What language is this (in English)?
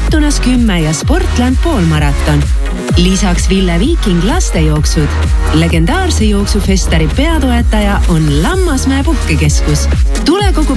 Estonian